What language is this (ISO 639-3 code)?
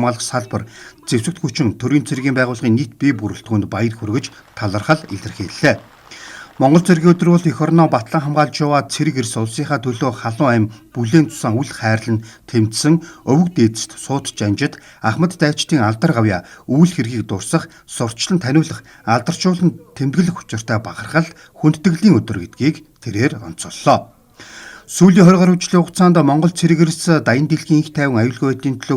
mon